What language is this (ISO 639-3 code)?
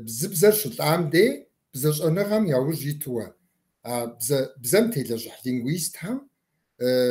kbd